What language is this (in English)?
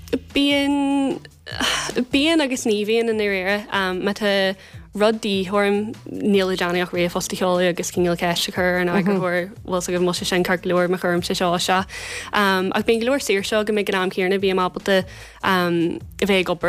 Irish